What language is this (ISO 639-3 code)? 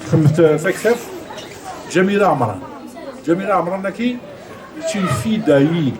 kab